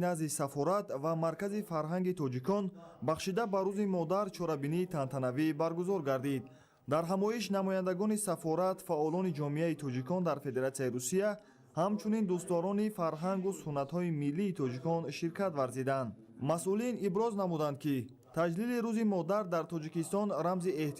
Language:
Tajik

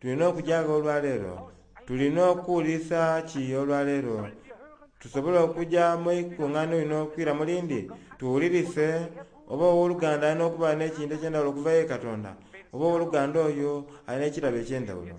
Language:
Soga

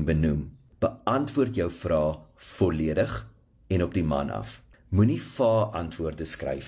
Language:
Afrikaans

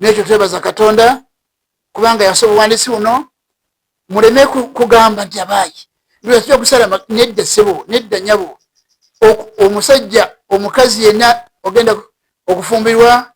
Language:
Ganda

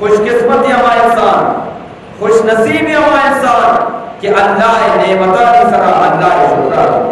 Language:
Eastern Balochi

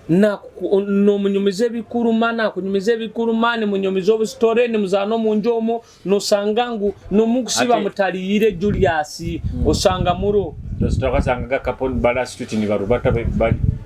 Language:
Nyoro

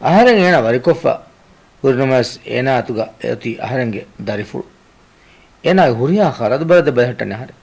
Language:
Divehi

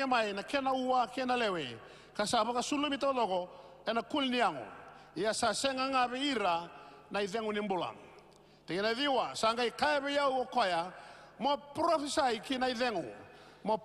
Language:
Fijian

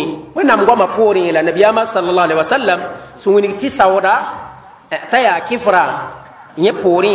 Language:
Mossi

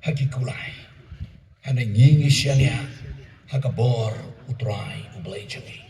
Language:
Khasi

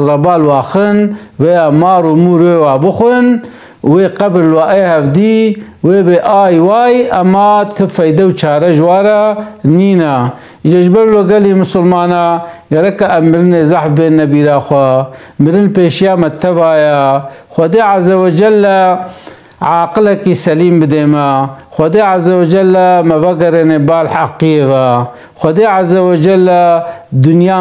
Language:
Kurdish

